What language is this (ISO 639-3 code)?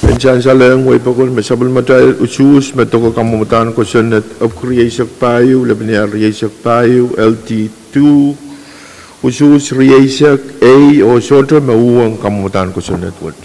pon